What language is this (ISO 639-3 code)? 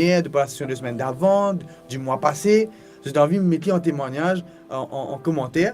mfe